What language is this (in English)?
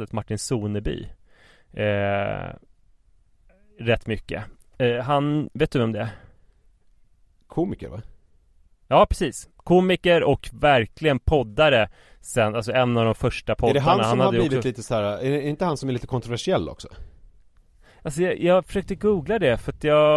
Swedish